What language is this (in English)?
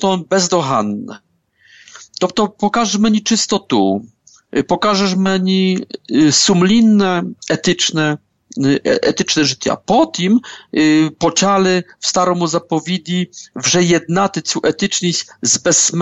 Ukrainian